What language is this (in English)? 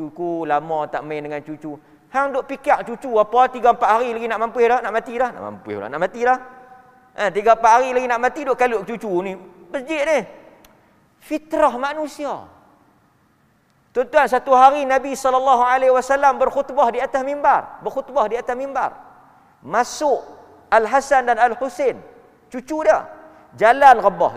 Malay